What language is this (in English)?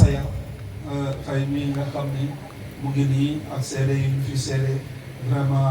Wolof